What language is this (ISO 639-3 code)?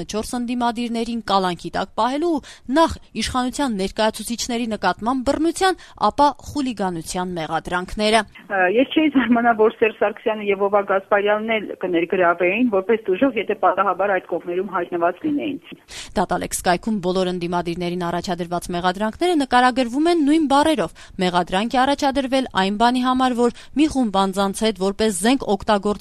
hye